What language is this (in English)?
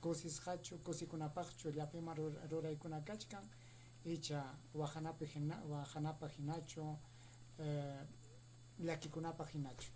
Ayacucho Quechua